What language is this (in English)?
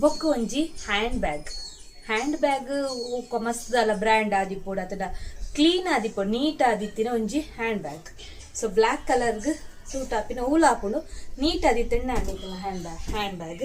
Tulu